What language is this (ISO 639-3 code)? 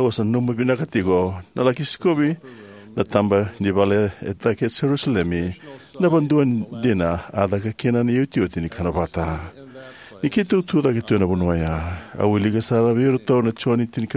fij